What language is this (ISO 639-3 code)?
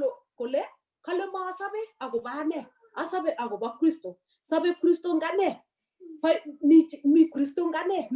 kln